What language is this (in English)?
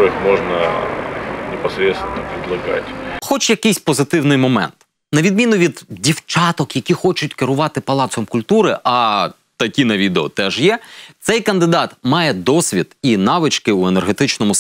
Ukrainian